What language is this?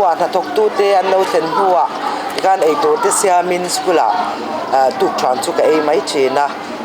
Mizo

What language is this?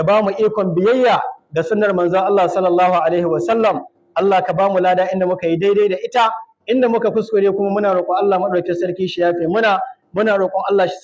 Hausa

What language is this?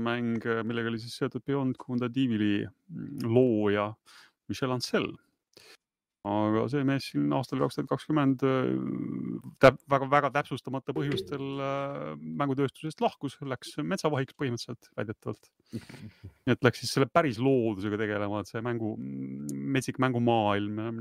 Estonian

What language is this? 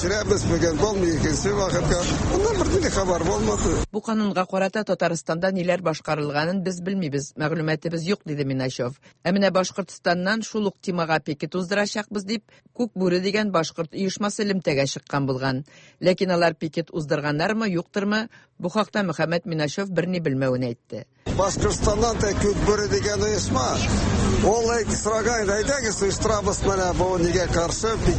Tatar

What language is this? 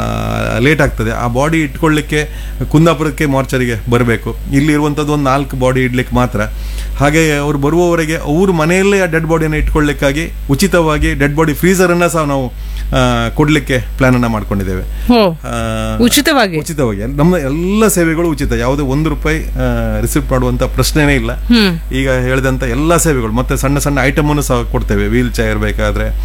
Kannada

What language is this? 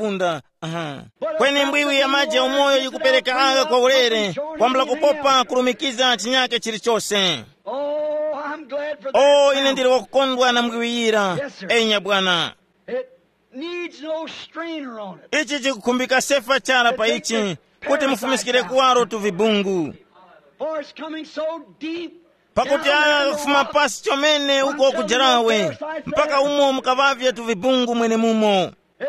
Tumbuka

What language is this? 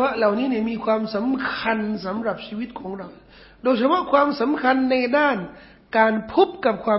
Thai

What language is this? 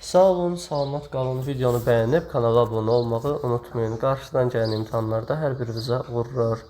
Azerbaijani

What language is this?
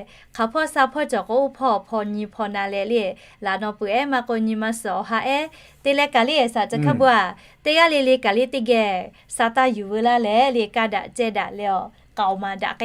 Lahu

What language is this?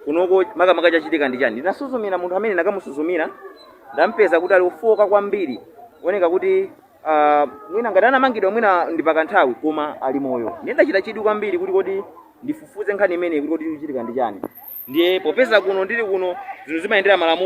Nyanja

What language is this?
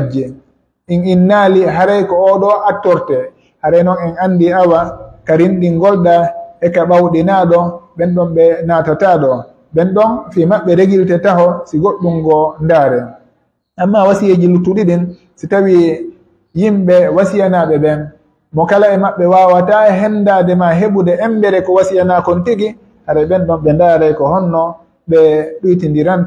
Pular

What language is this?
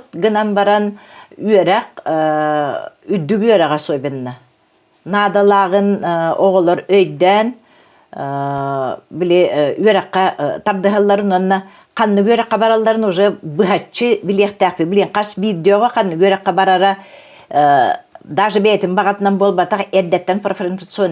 Yakut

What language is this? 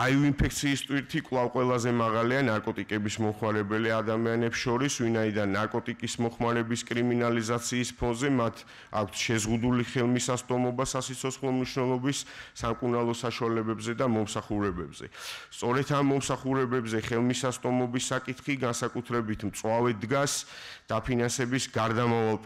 Georgian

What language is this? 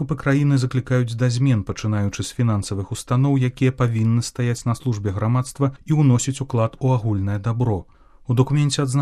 Belarusian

